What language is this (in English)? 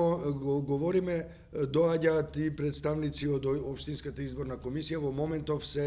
Macedonian